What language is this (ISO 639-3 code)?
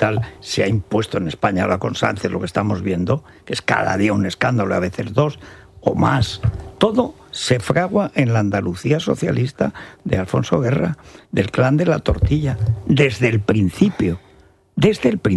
spa